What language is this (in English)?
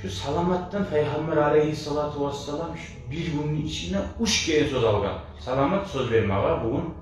Kumyk